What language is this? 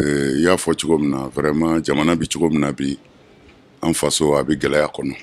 Bambara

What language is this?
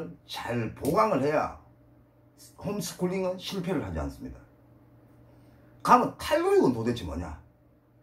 Korean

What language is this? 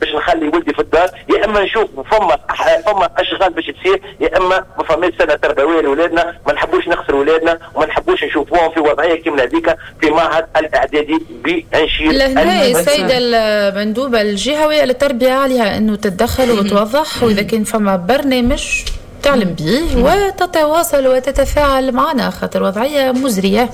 Tunisian Arabic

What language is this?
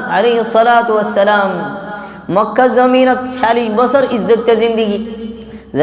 Rohingya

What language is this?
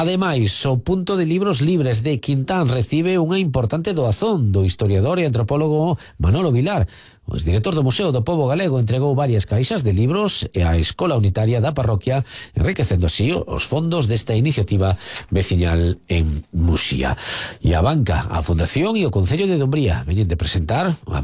Galician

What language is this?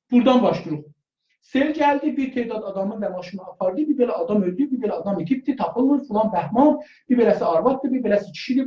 South Azerbaijani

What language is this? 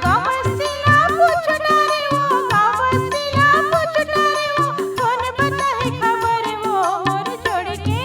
Chhattisgarhi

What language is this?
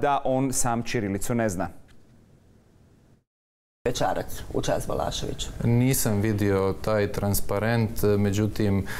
Croatian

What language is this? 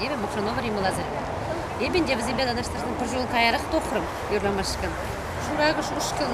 Chuvash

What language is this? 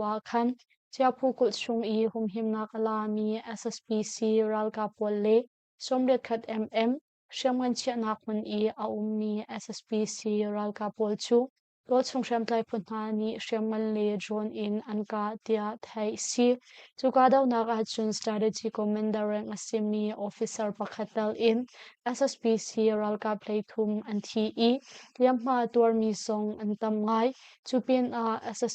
Hakha Chin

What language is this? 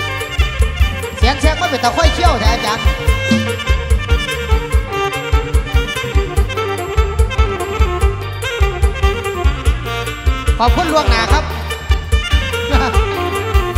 Thai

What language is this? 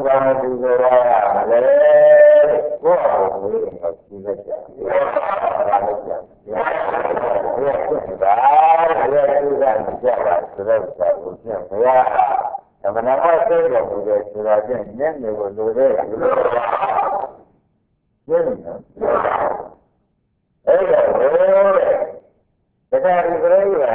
Burmese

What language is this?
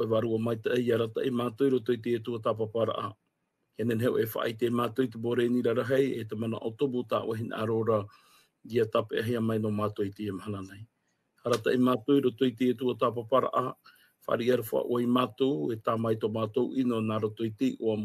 Tahitian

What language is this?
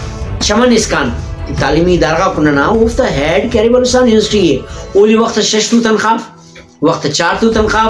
Brahui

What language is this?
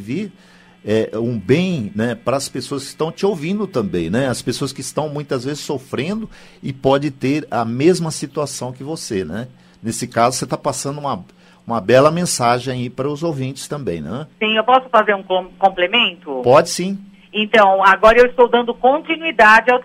Portuguese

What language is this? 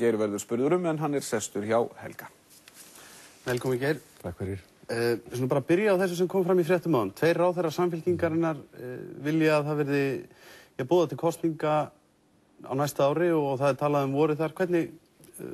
Icelandic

